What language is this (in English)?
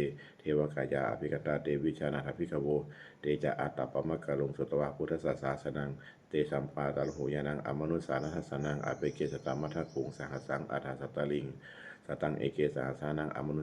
Pali